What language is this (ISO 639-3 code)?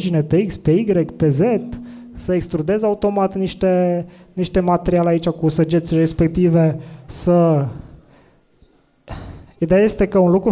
ron